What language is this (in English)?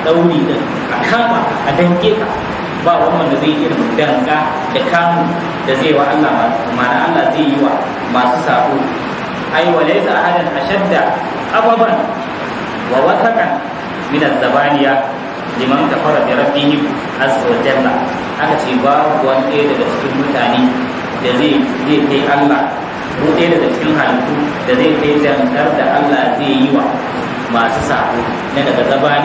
Hausa